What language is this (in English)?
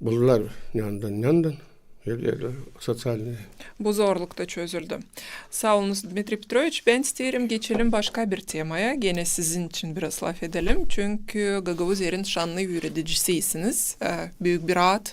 Gagauz